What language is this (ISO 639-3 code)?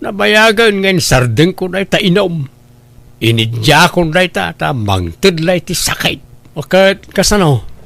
ilo